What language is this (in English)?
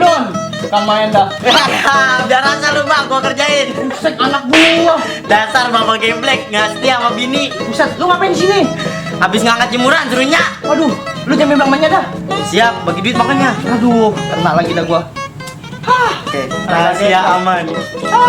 Betawi